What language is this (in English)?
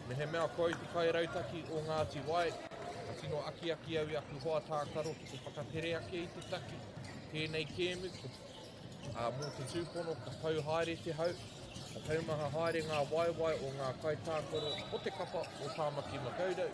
Māori